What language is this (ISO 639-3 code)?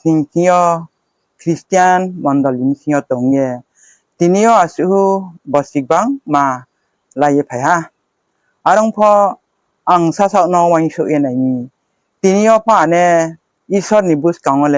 ria